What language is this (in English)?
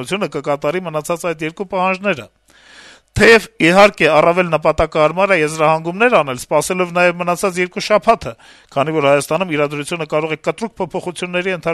Armenian